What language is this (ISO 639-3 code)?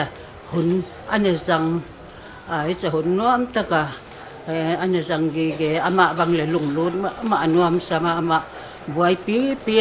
pck